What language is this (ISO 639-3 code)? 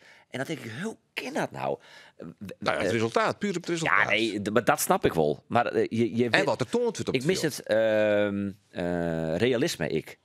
fry